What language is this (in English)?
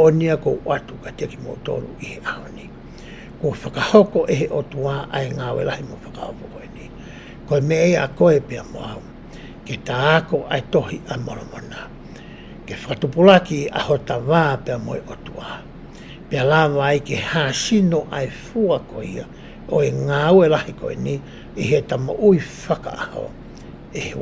Tongan